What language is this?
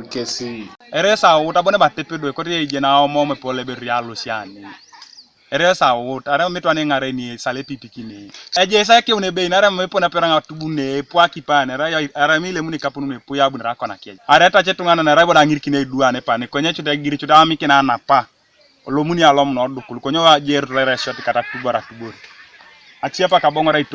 Teso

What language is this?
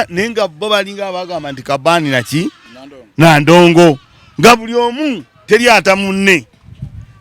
Ganda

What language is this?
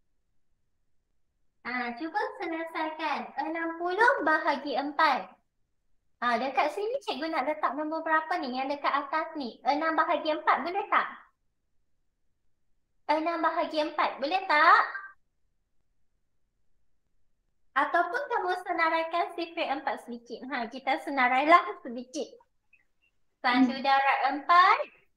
Malay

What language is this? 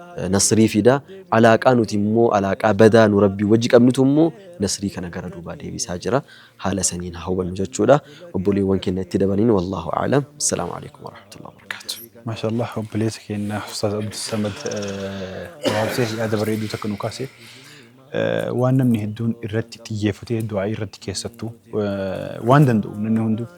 Oromo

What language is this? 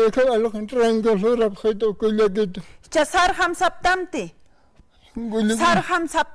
Aymara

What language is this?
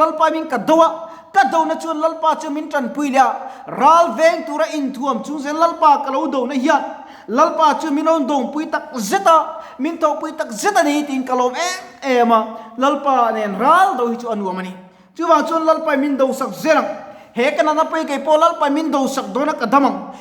Mizo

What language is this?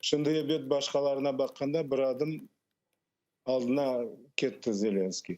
Crimean Tatar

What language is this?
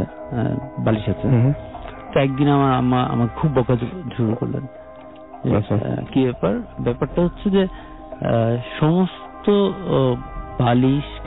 Bangla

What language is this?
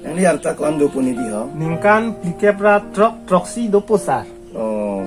Karbi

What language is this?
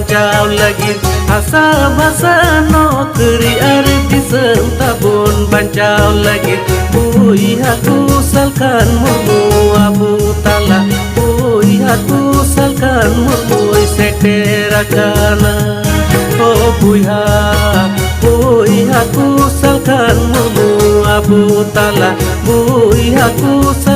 Santali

